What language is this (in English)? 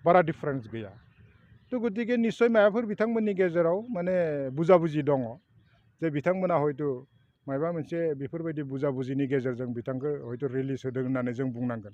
Bodo